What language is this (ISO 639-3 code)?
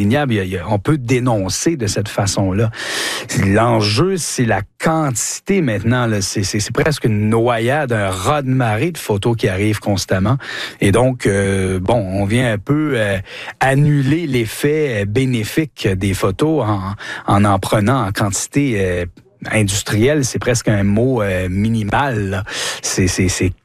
fra